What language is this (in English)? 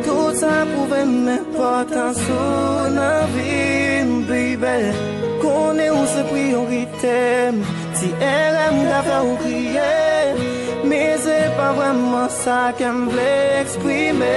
Haitian Creole